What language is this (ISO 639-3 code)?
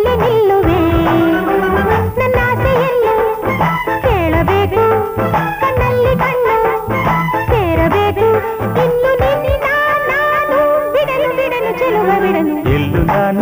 kan